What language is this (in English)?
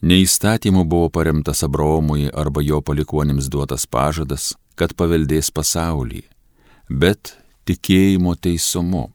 Lithuanian